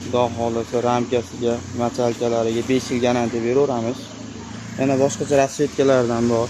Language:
Uzbek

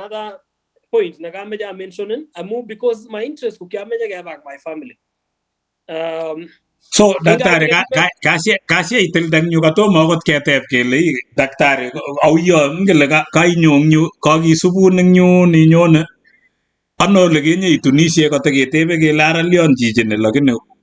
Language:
Kalenjin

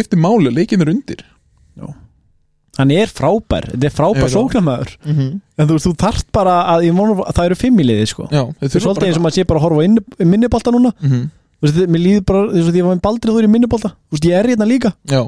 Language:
Icelandic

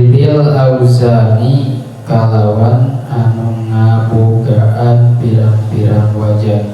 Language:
Sundanese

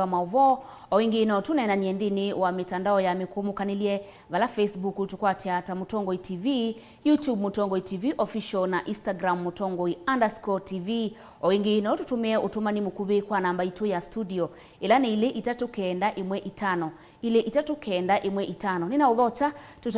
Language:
Kamba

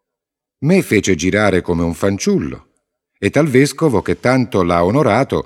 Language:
Italian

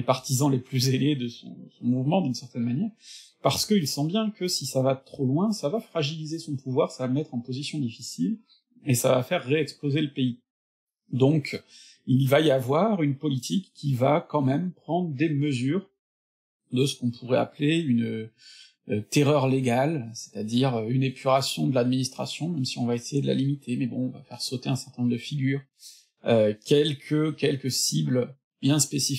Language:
French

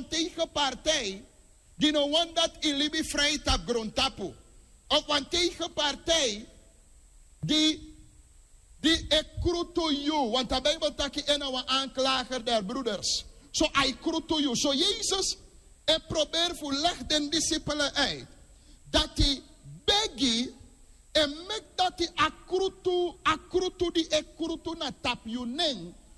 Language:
Sranan Tongo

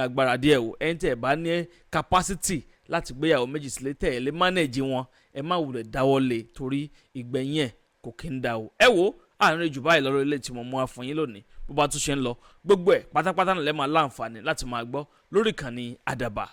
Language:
Yoruba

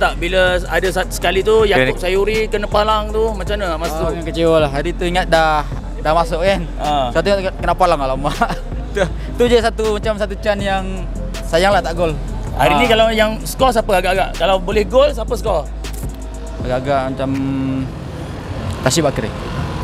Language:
Malay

